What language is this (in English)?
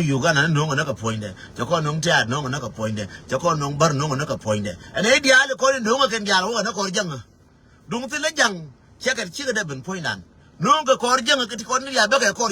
Nuer